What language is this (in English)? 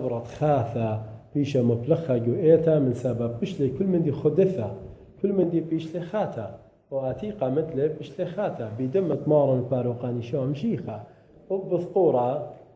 Assyrian Neo-Aramaic